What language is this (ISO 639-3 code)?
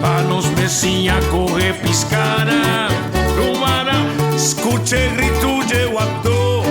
pap